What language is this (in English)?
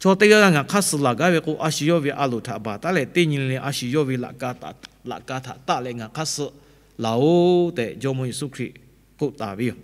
Lahu